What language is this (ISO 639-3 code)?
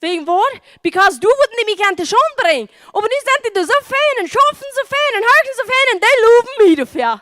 pdt